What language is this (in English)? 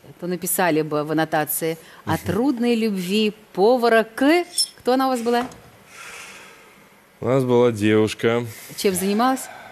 Russian